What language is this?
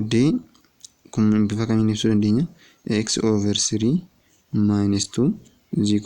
Oromo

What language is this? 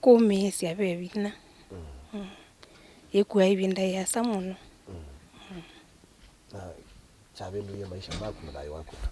Kamba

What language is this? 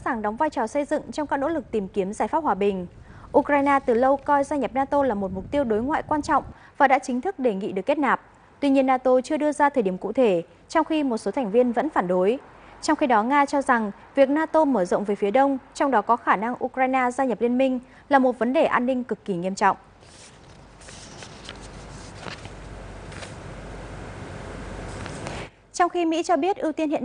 Vietnamese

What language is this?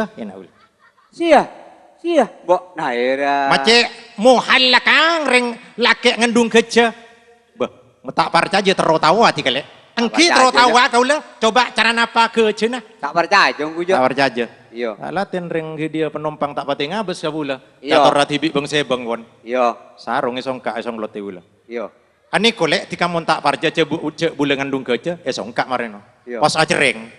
Madurese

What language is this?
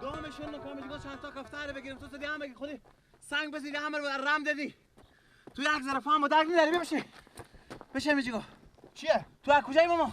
Persian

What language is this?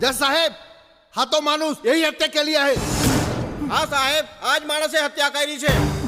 Chhattisgarhi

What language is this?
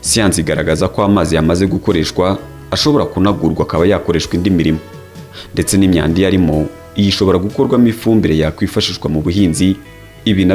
Kinyarwanda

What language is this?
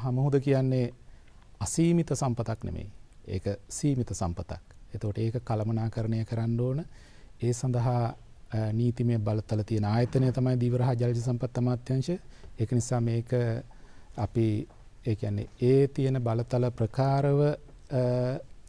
Sinhala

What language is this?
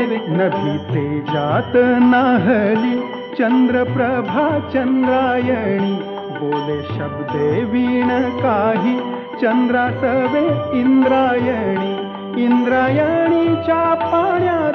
Marathi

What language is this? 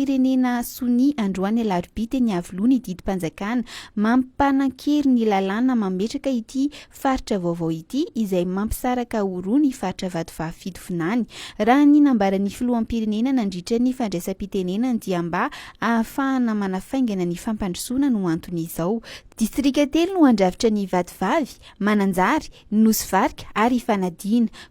Malagasy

